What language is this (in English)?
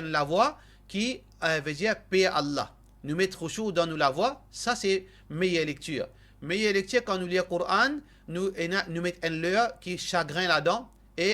Morisyen